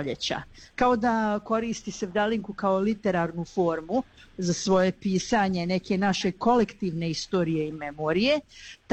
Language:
Bosnian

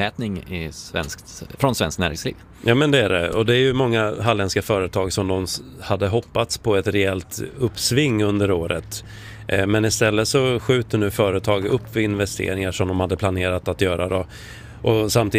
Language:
Swedish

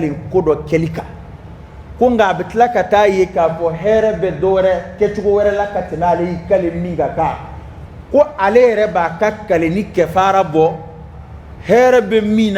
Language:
Dyula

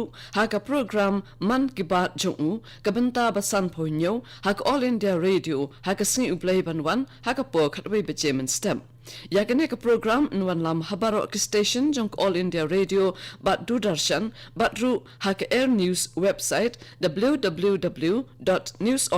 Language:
Khasi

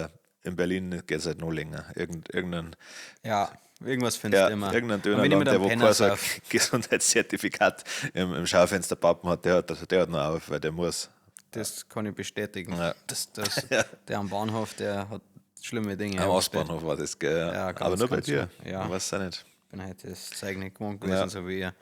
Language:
Bavarian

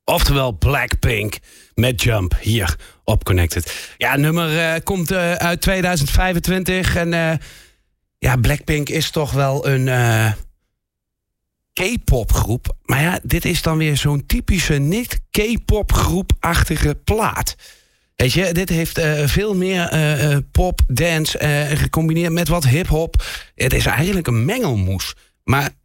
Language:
Dutch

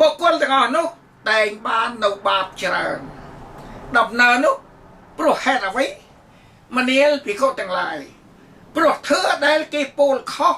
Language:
Khmer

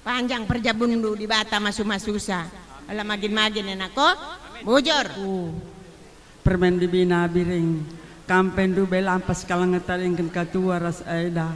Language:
Batak Karo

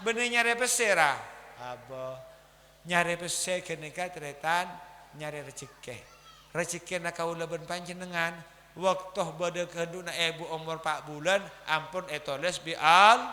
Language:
Madurese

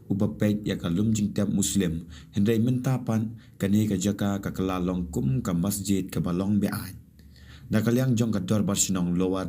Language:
Khasi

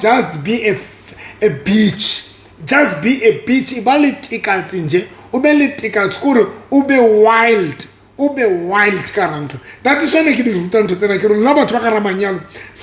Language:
Southern Sotho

